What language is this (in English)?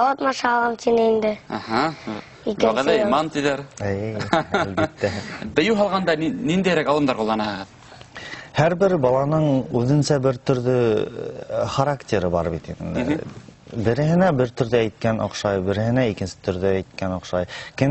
Bashkir